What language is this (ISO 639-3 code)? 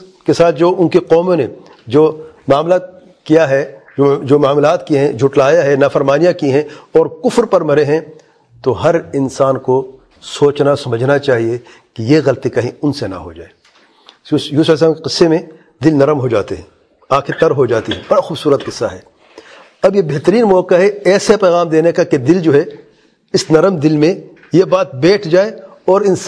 urd